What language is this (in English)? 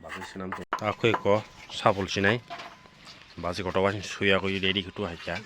Kok Borok